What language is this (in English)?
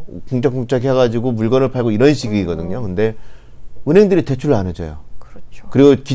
Korean